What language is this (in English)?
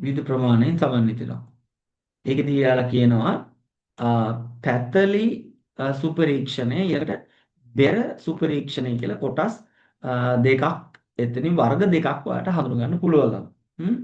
Sinhala